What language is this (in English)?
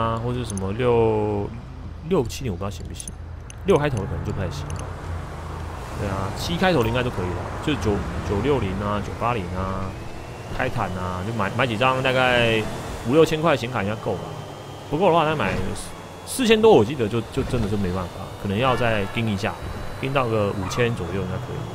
Chinese